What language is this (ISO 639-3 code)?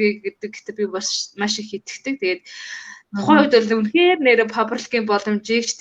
mon